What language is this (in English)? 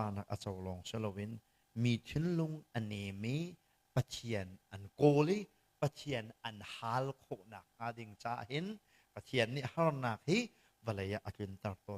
Hakha Chin